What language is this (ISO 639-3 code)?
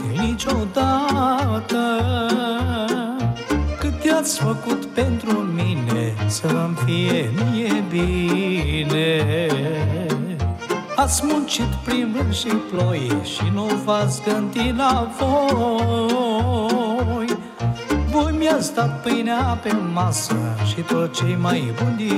ron